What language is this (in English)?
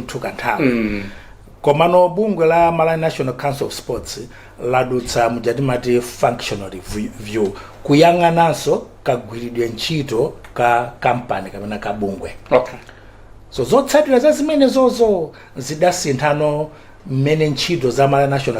Nyanja